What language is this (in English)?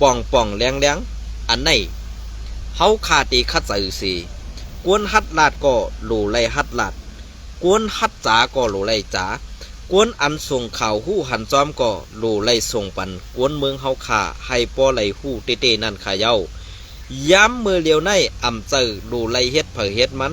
Shan